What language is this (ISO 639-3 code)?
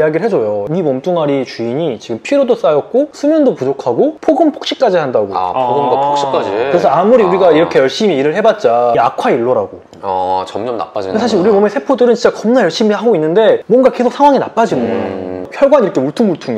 kor